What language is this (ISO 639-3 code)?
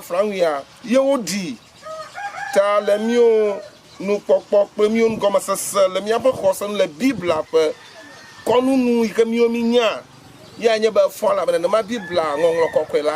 ewe